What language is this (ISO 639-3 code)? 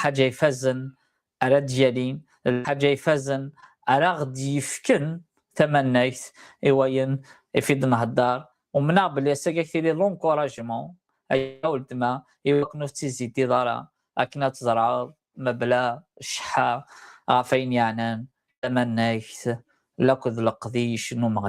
kab